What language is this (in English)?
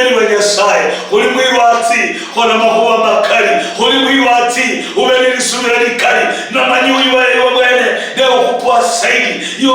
Luyia